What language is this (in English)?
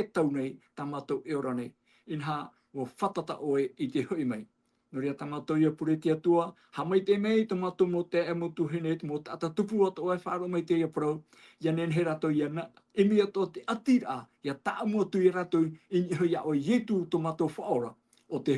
Tahitian